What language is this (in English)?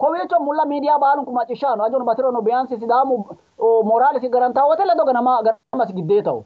Sidamo